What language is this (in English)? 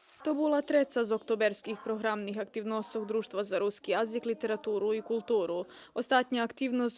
Rusyn